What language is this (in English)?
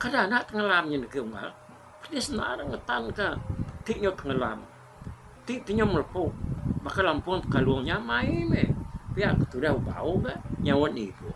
Iban